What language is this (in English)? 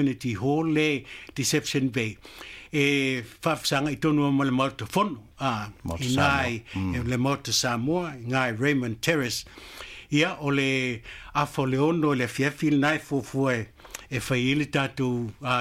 Samoan